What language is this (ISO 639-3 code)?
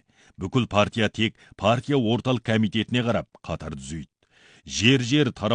kaz